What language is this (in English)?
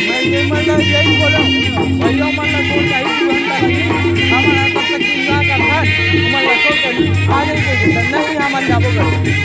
Chhattisgarhi